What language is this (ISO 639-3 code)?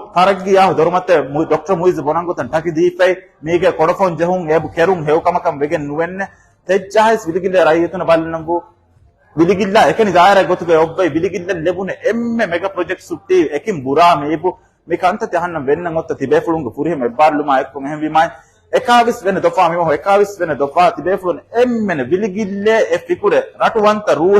div